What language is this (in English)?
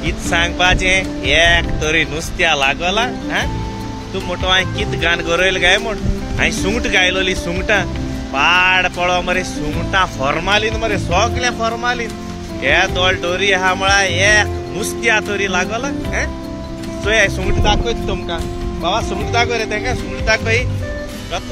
Konkani